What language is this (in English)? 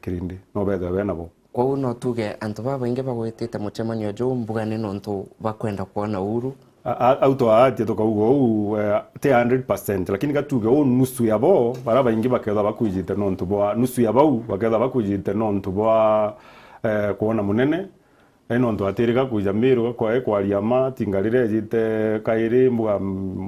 Meru